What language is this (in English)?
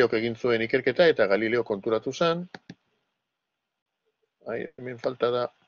Basque